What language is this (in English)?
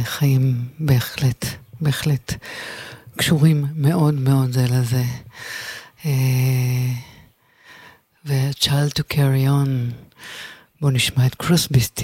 Hebrew